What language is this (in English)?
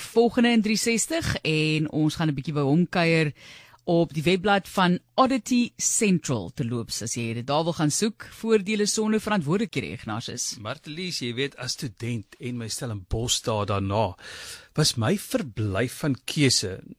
Afrikaans